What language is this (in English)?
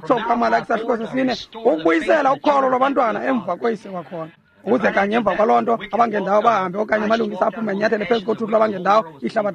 Xhosa